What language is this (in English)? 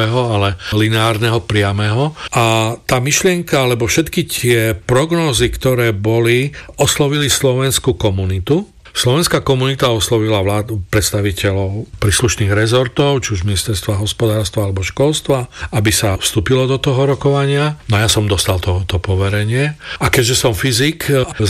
Slovak